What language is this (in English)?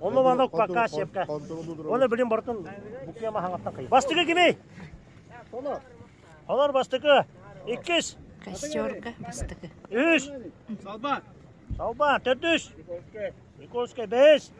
Yakut